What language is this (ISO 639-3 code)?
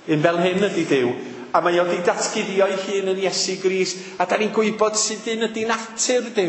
cym